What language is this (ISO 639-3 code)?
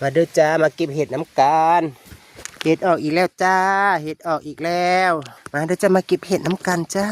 tts